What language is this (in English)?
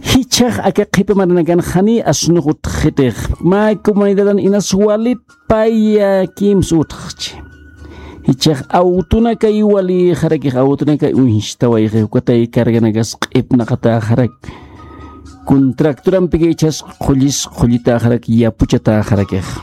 Aymara